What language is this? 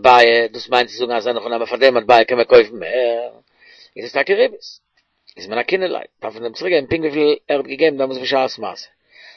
Yiddish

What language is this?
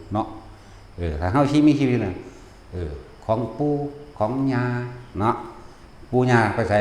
Northeastern Thai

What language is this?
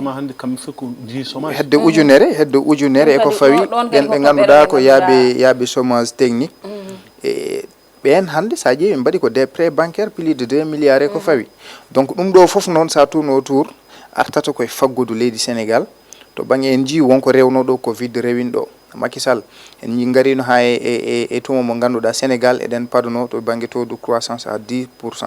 Fula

